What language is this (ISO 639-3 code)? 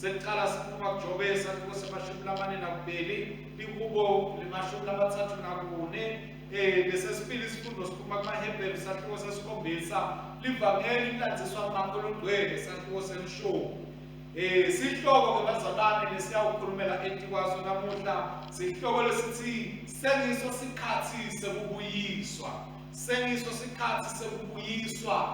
ssw